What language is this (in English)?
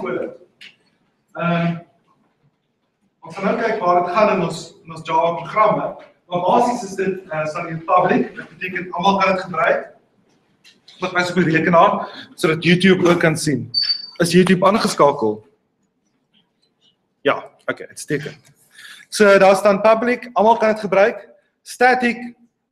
Afrikaans